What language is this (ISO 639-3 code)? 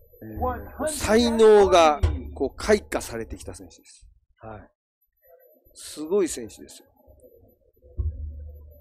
jpn